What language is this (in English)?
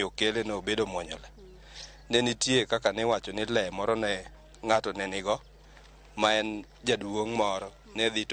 Luo (Kenya and Tanzania)